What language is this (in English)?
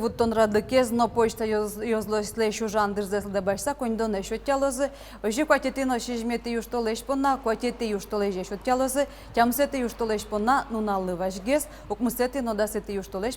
Udmurt